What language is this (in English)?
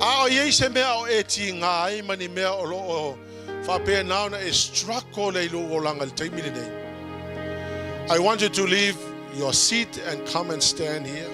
Samoan